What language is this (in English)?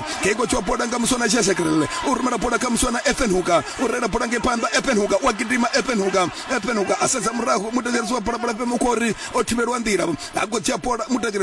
Venda